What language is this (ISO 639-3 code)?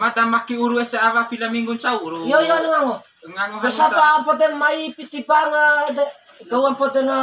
bhp